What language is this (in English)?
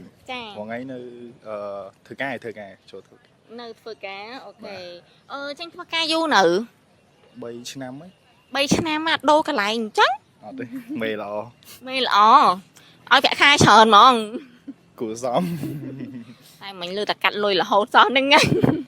Khmer